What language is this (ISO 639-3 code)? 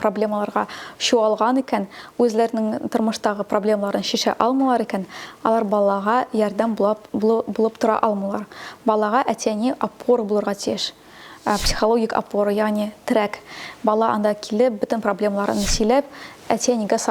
tat